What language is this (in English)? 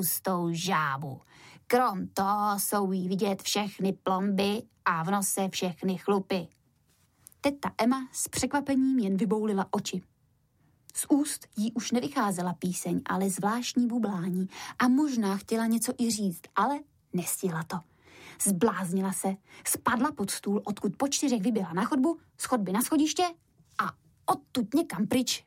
Czech